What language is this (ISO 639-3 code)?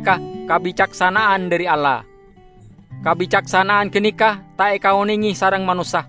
mad